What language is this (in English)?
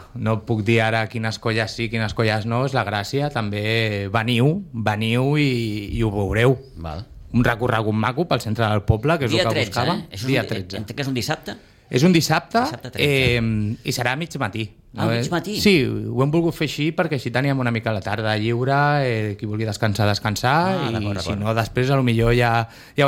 Catalan